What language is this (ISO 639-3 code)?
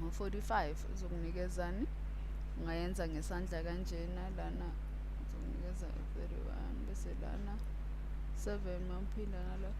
zul